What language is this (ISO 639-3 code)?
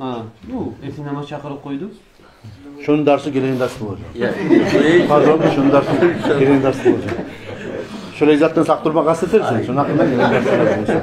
kum